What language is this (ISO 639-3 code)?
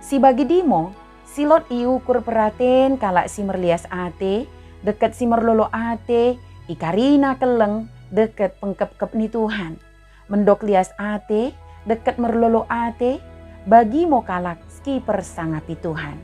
btd